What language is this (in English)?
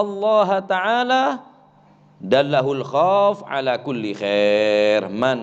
Madurese